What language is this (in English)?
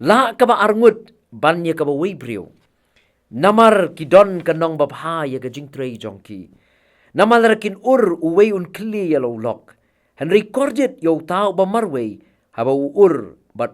Khasi